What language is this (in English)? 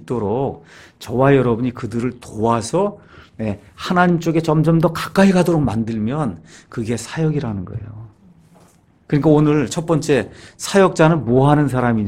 Korean